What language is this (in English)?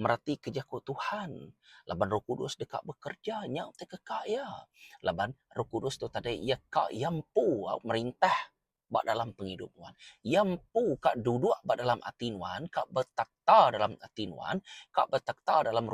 Iban